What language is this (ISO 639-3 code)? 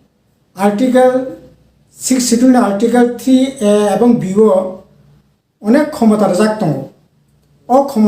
trp